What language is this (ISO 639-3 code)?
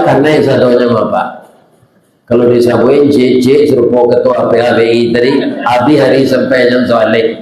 min